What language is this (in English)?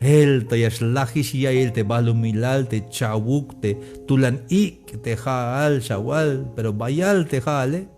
Tzeltal